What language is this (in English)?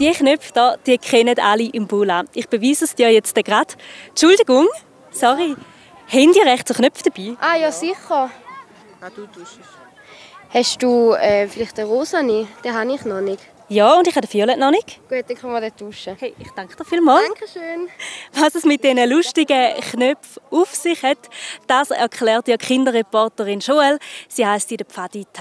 Swiss German